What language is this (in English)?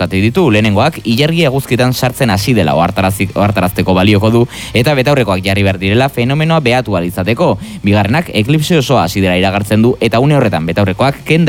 Basque